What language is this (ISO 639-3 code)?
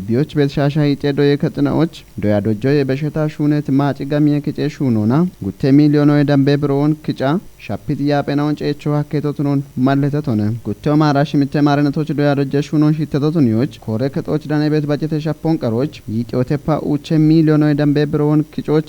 kbr